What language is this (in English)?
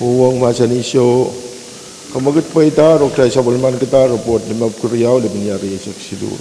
Pohnpeian